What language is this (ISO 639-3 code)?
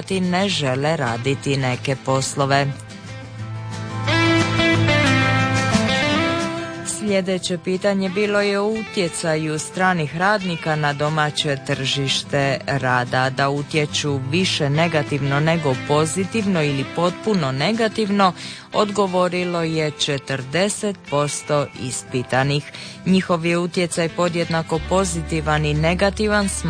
hrv